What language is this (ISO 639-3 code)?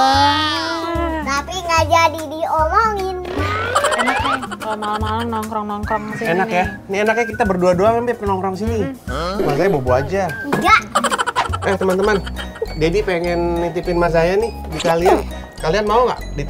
ind